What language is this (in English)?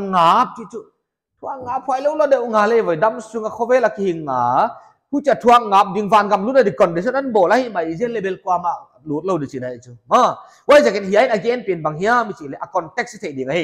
Paite Chin